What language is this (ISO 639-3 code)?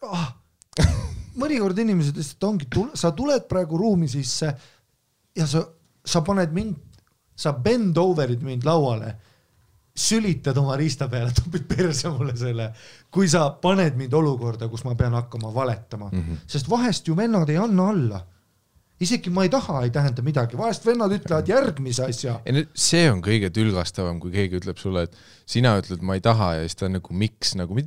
est